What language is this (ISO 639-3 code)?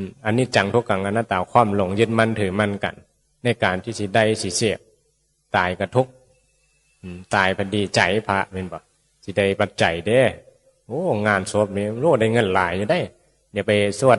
tts